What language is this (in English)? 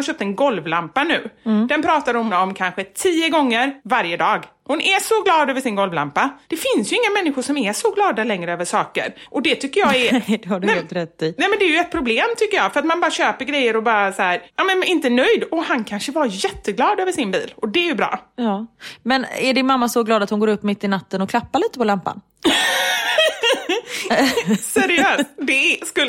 Swedish